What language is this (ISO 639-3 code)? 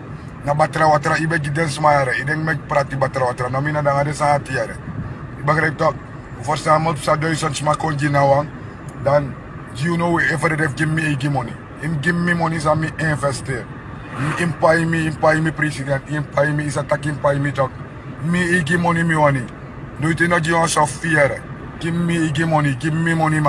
srn